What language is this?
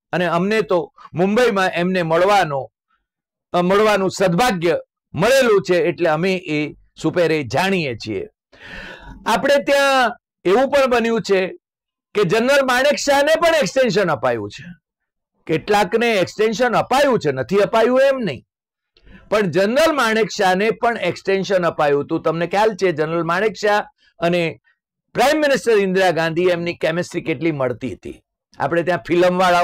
Gujarati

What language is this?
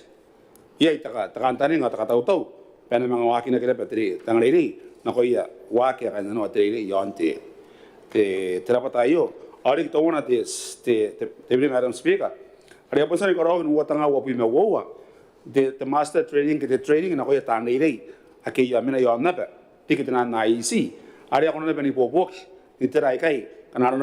Gilbertese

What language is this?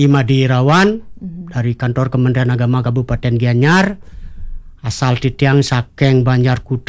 Balinese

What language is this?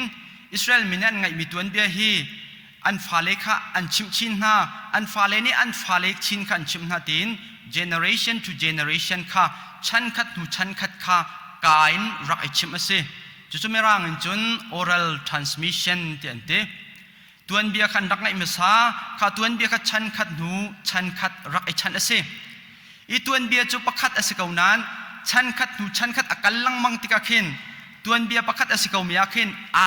Hakha Chin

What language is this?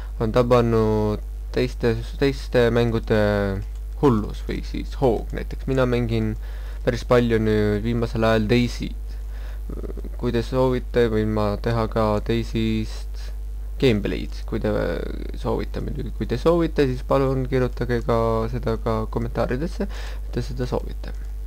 Estonian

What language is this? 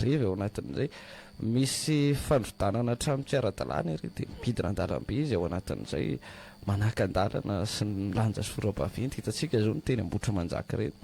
Malagasy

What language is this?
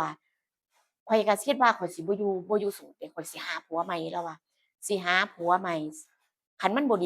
Northeastern Thai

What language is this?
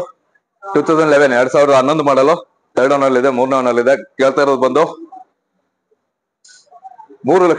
Kannada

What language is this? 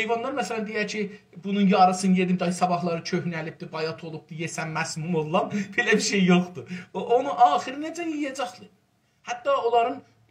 South Azerbaijani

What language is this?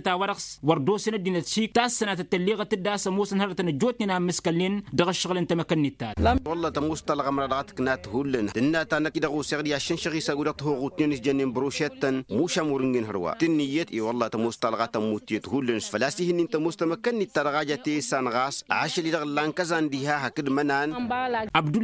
Tamasheq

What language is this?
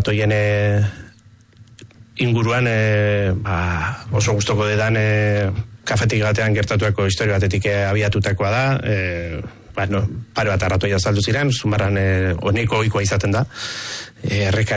Basque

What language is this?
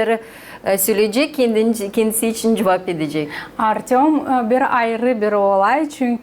Gagauz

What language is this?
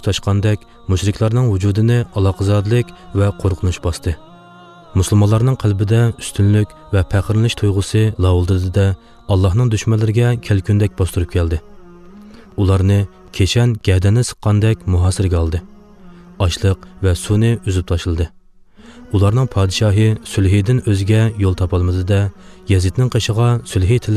Uyghur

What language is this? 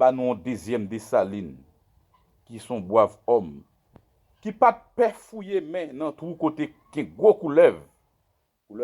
Haitian Creole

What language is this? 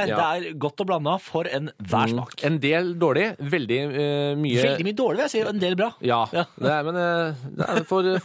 Norwegian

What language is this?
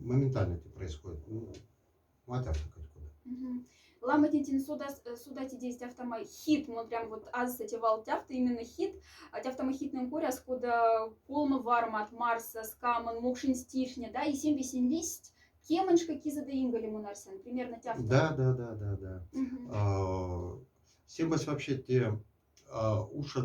Moksha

